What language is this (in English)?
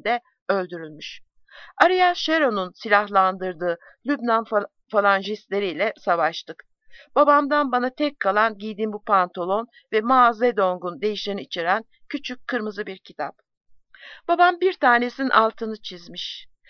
Turkish